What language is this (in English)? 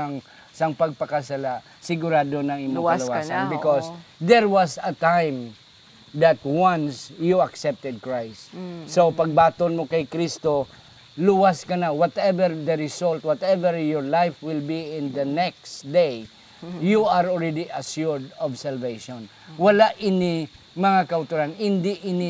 Hiligaynon